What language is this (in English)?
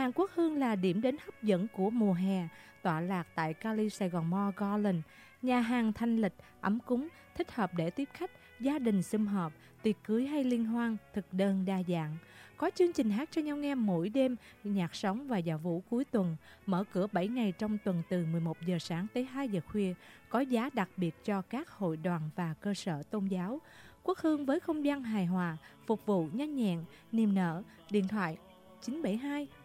Vietnamese